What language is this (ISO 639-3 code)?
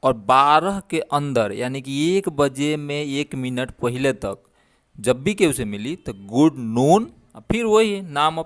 bho